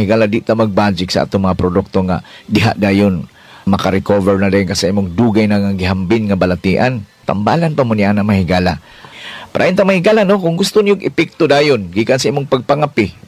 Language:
Cebuano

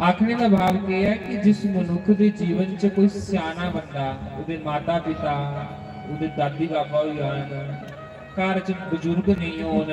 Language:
Dogri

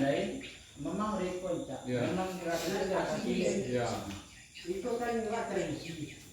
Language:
Minangkabau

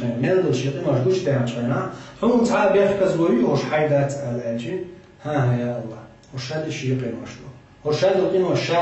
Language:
Chechen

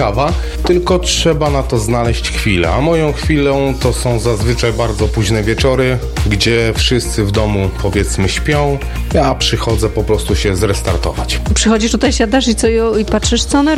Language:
Polish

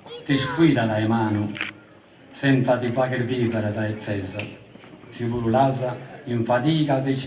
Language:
Sardinian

